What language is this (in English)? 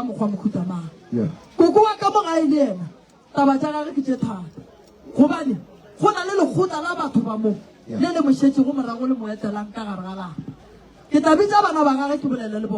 Northern Sotho